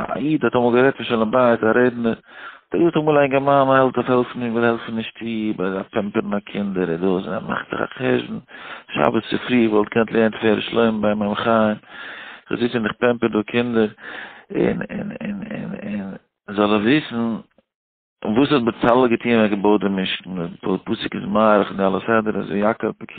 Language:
Yiddish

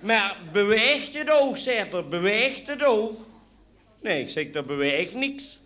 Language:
Limburgish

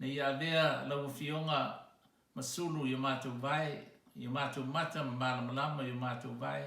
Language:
Samoan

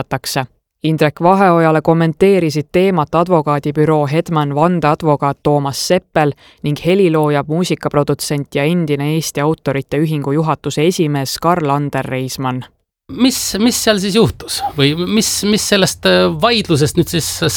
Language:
Estonian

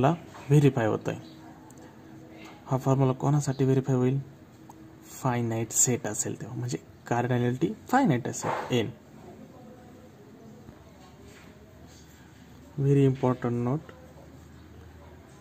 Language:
Marathi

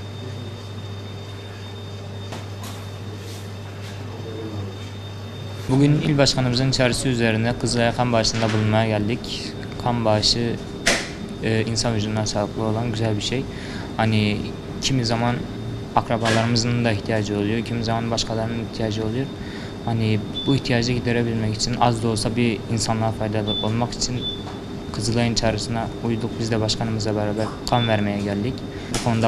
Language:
Turkish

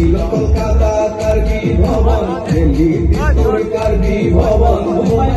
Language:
Karbi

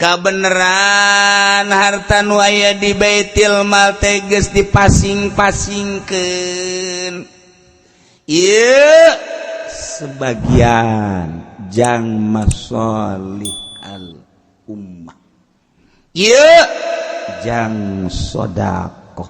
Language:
Sundanese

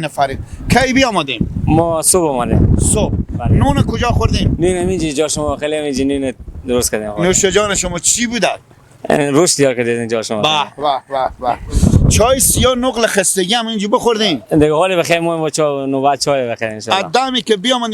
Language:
Persian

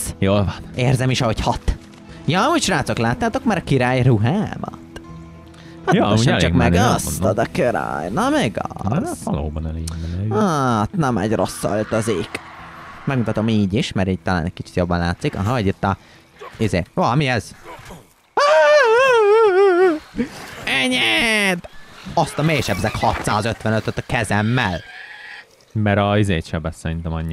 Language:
Hungarian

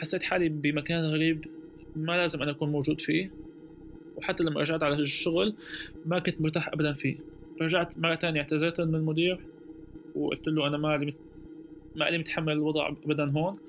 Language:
North Levantine Arabic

